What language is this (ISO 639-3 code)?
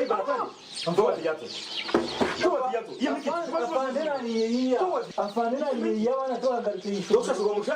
nyn